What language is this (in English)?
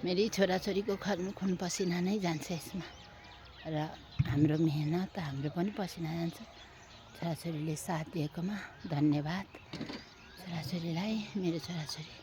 Nepali